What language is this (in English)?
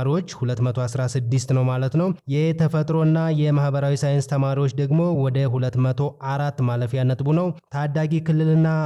Amharic